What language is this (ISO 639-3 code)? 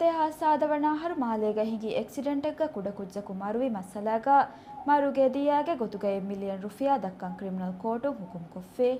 div